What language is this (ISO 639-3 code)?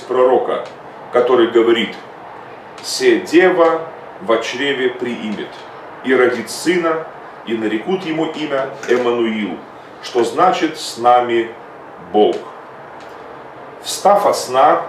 rus